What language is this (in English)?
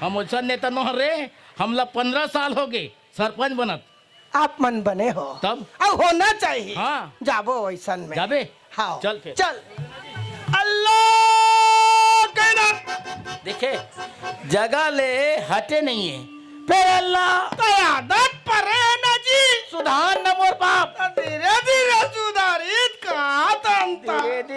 Chhattisgarhi